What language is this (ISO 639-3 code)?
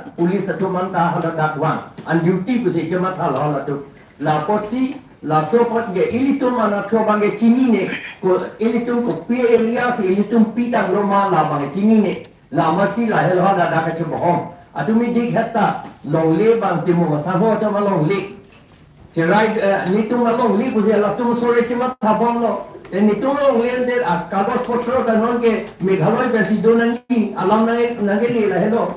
mjw